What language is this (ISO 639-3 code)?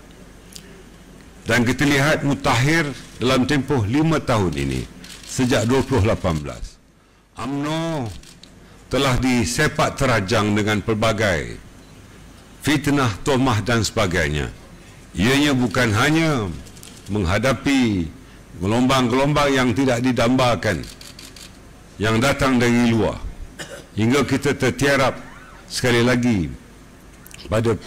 msa